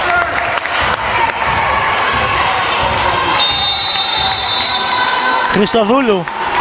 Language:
Greek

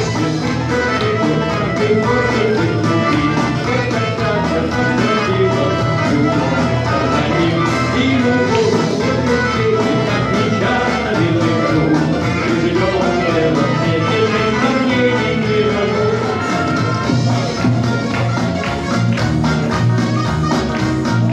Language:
Russian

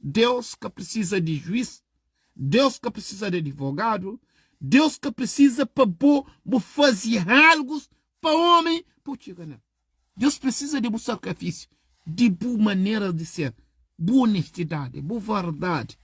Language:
Kabuverdianu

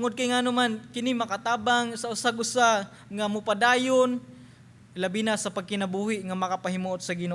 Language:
Cebuano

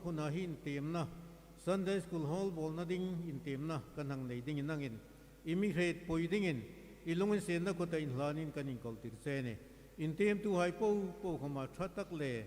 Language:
Hmar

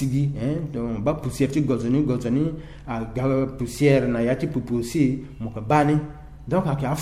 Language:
Sango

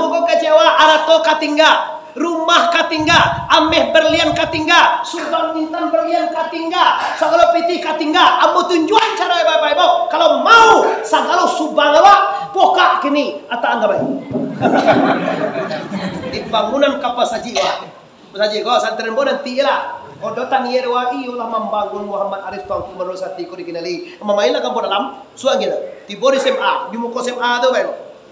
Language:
Minangkabau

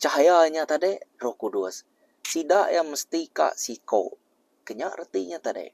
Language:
Iban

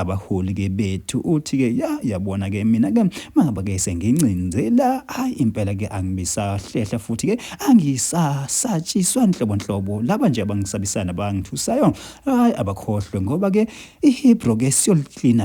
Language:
Zulu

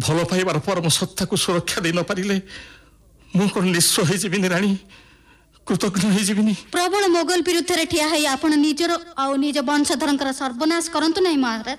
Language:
Odia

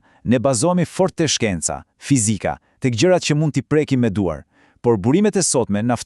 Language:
Albanian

